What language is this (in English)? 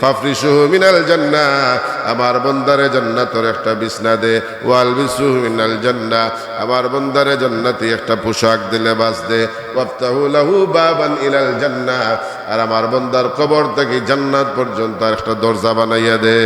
Sylheti